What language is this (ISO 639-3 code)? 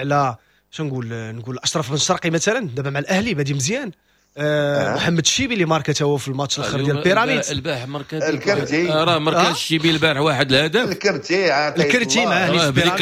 ary